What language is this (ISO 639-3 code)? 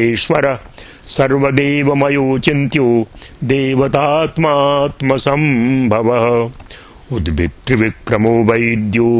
san